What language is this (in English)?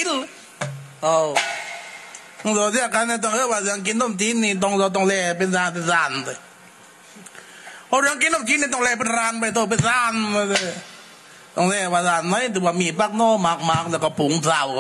Thai